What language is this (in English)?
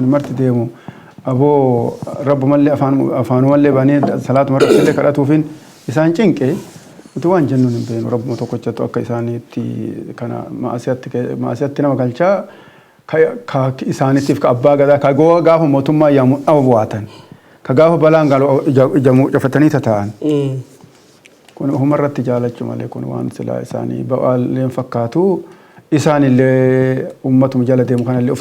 Oromo